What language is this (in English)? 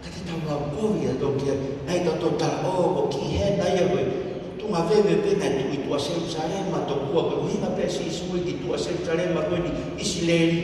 Tongan